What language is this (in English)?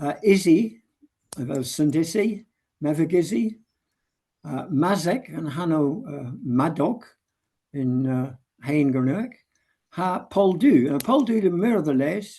Cornish